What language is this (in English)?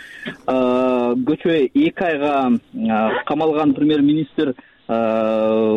Kyrgyz